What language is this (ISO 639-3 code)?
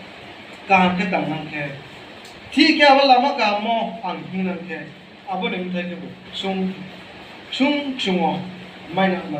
ria